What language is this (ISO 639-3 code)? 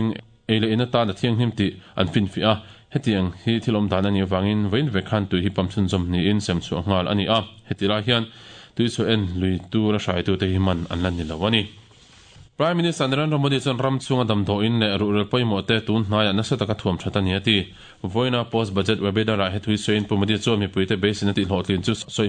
lus